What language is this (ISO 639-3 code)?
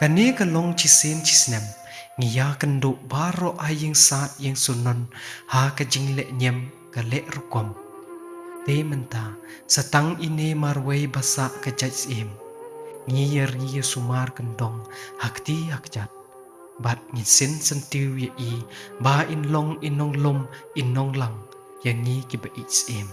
kha